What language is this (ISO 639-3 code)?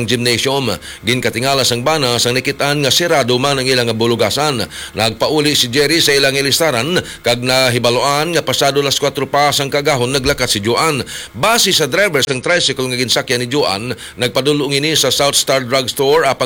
hil